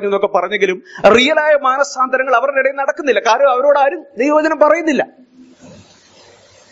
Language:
Malayalam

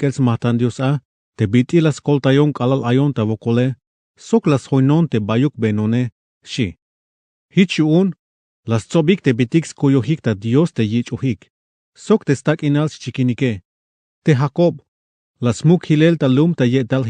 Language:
Tzeltal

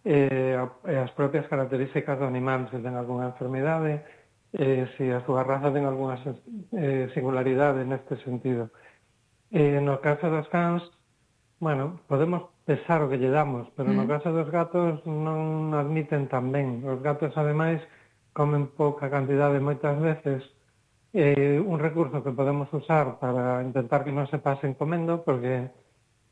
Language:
Galician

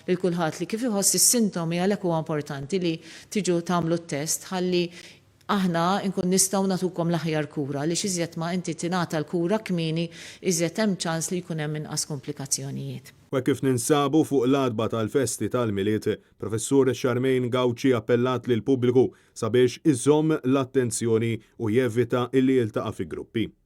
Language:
Maltese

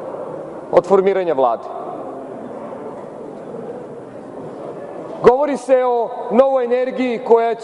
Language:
Serbian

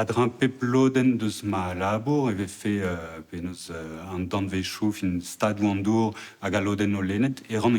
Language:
Breton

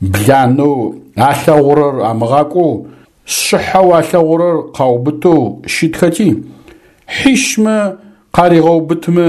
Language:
Adyghe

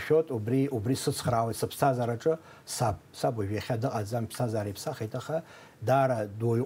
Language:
Abkhazian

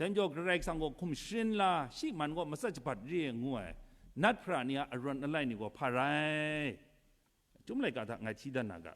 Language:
Kachin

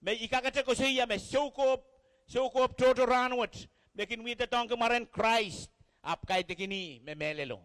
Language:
Pohnpeian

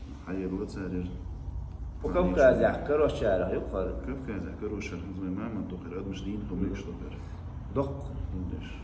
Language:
Chechen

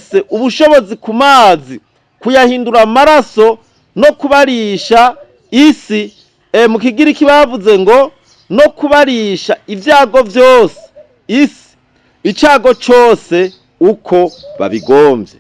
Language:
Rundi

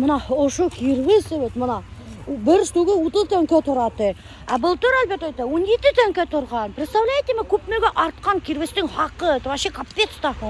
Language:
Bashkir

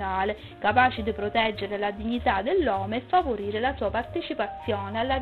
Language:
Sicilian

